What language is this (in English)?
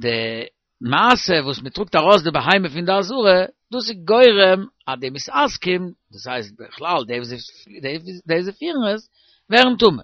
Yiddish